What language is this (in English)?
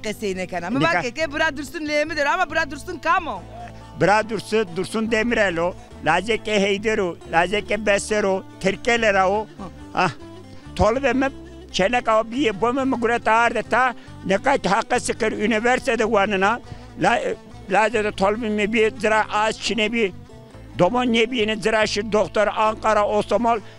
Zaza